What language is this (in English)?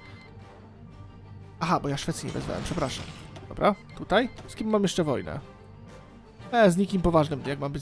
Polish